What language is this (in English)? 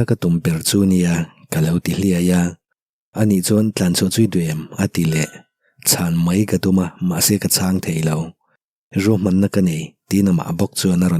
Mizo